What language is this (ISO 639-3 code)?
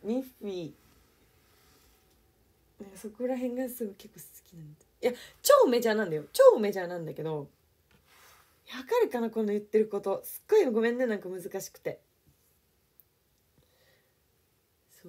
jpn